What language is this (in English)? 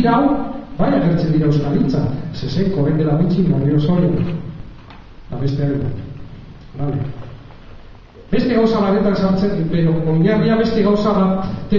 Basque